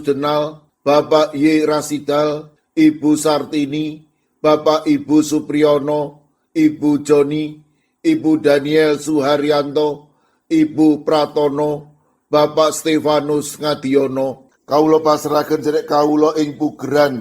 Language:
Javanese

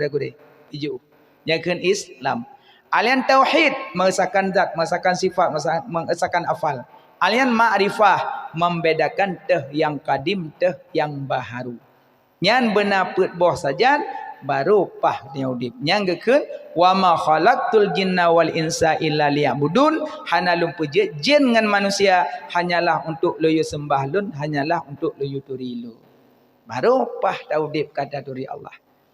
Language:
Achinese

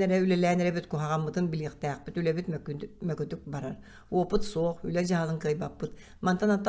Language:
Yakut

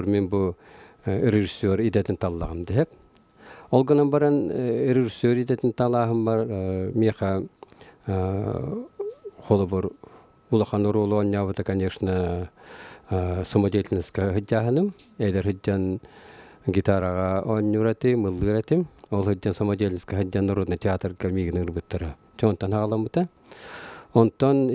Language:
Yakut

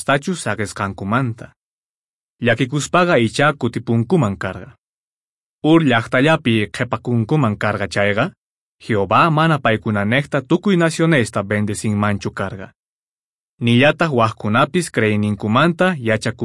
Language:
Quechua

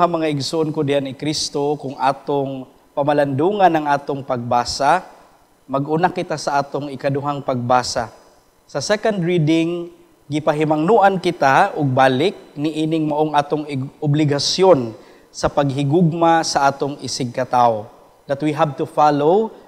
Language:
Cebuano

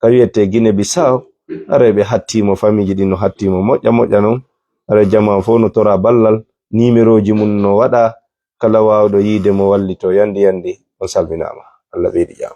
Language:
Fula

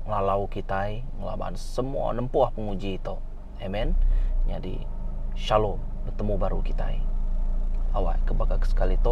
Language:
Iban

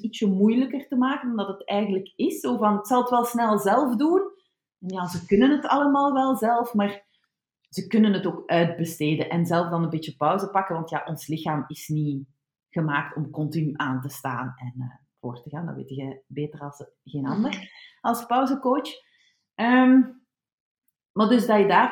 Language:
Dutch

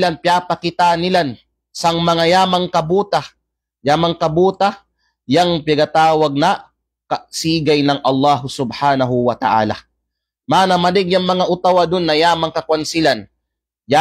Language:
Kalagan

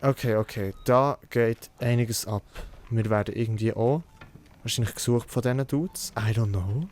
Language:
Swiss German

